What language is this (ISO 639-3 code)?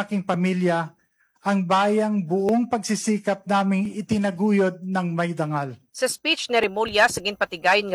hil